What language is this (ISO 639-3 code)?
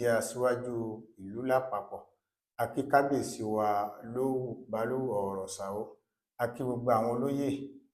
yor